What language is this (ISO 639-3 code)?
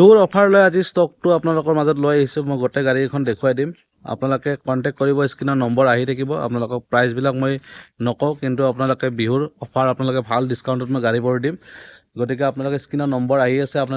asm